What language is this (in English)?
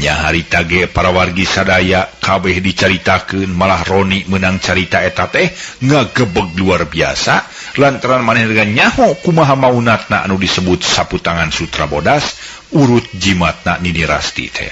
Sundanese